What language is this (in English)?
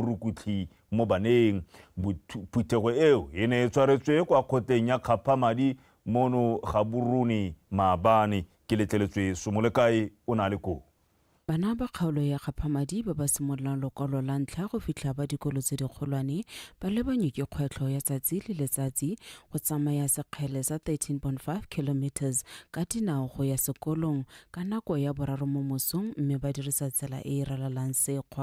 Tswana